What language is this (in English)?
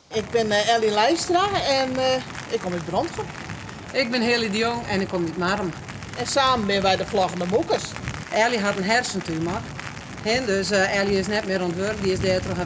Western Frisian